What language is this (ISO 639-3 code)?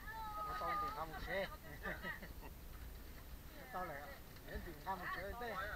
vie